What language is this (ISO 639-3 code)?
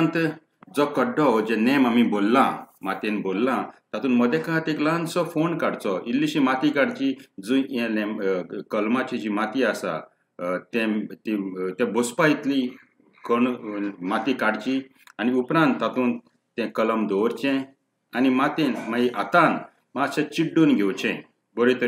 kok